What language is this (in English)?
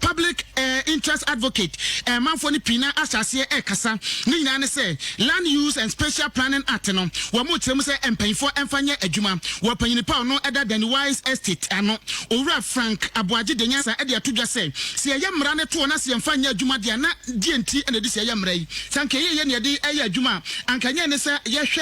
Akan